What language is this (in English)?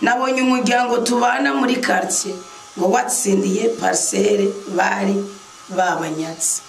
Rundi